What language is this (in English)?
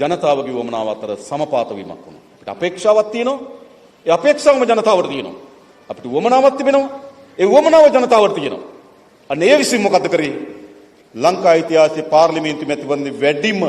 Sinhala